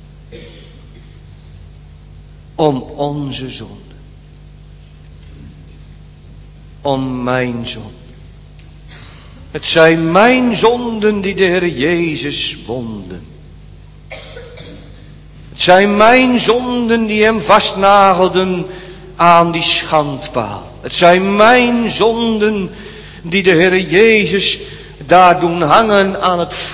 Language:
Dutch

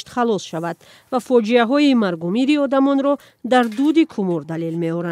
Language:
Tajik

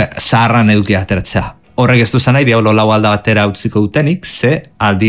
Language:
Basque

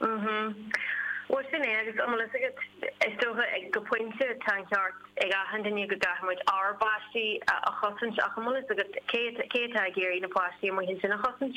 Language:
Irish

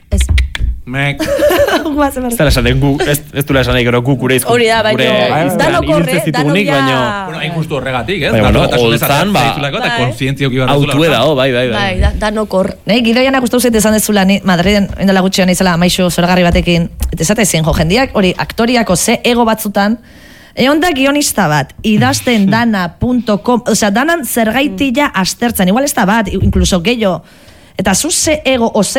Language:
Basque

